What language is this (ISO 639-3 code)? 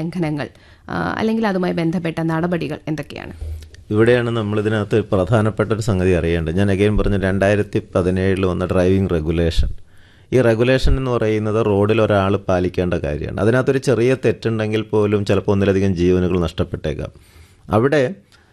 mal